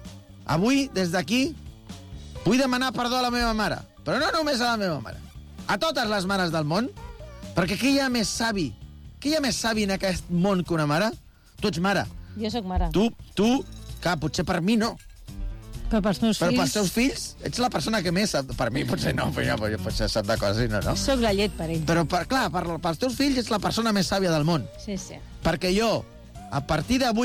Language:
Catalan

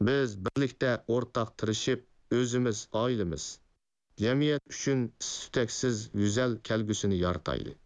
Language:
Uyghur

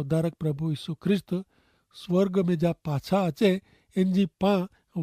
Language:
Kachhi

